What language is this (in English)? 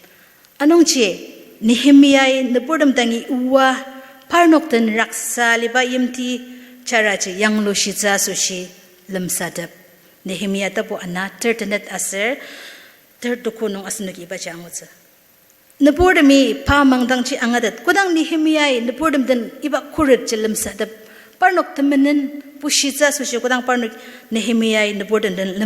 Ao Naga